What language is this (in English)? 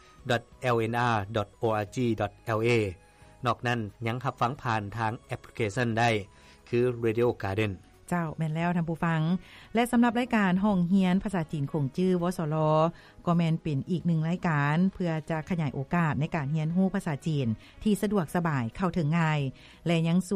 Lao